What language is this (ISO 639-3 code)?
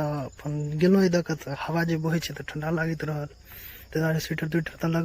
mai